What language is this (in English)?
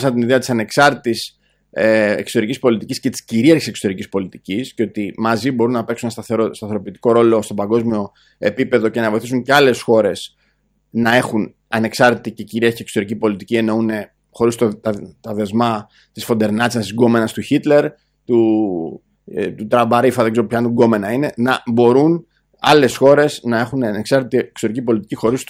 Greek